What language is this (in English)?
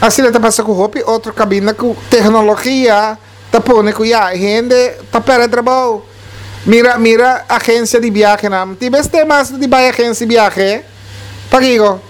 Papiamento